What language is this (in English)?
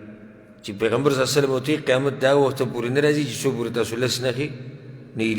Pashto